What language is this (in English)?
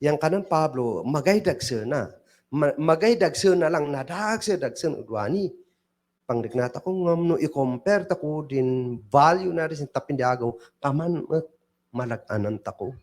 Kankanaey